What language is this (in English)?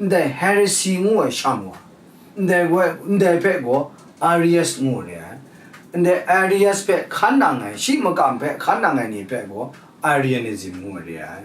Kachin